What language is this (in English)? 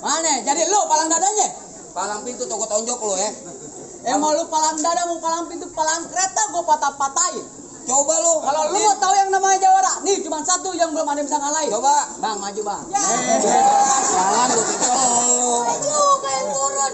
Betawi